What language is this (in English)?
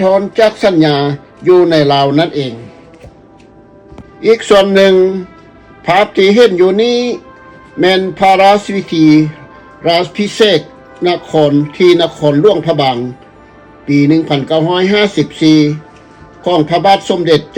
Lao